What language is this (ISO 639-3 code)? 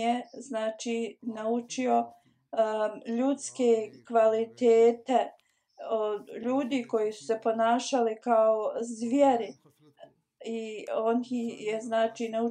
bos